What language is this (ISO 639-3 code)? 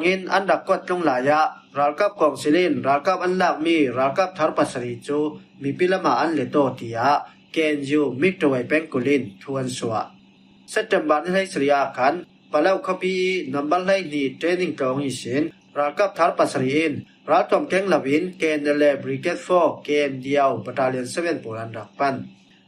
cfm